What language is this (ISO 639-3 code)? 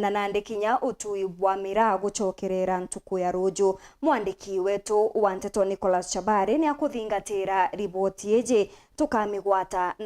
mer